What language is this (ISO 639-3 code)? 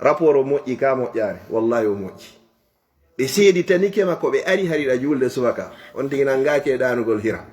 ful